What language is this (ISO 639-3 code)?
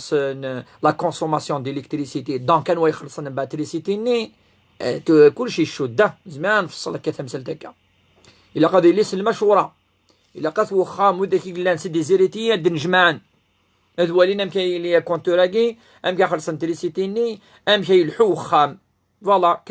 kab